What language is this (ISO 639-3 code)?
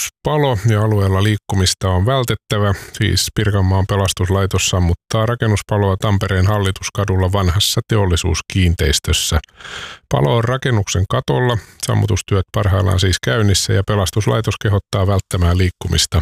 fin